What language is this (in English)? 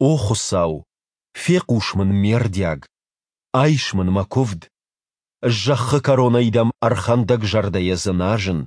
Ossetic